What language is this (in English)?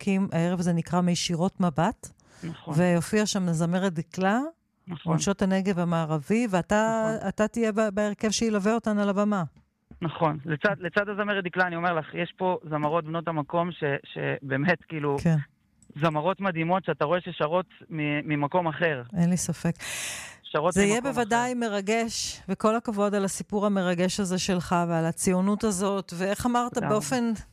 Hebrew